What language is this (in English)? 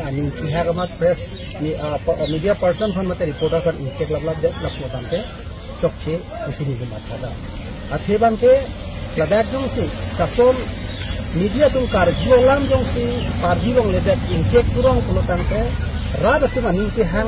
Karbi